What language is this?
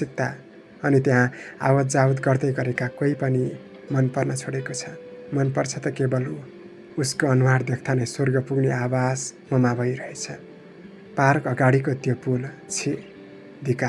Nepali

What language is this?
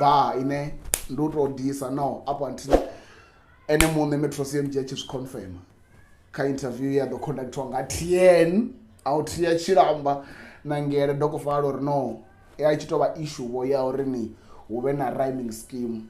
Venda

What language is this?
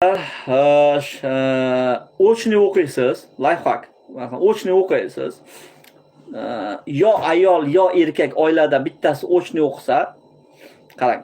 Uzbek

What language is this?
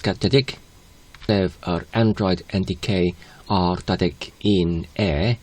Welsh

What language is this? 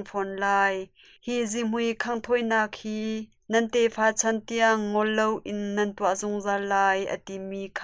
Hakha Chin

